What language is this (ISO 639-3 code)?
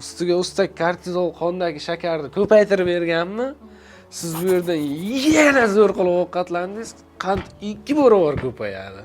uzb